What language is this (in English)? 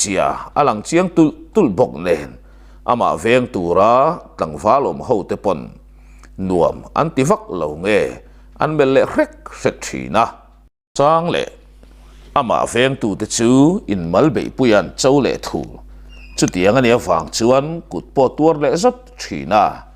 Mizo